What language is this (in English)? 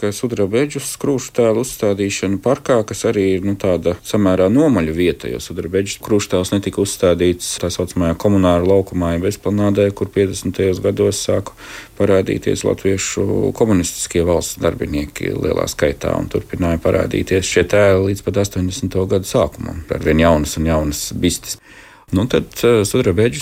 Latvian